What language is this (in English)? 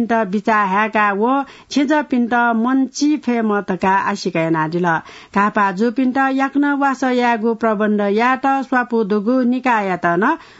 Newari